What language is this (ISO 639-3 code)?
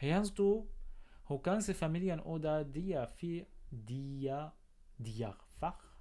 apc